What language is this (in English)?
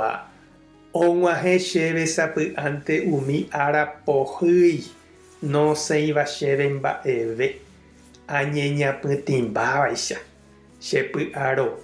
Guarani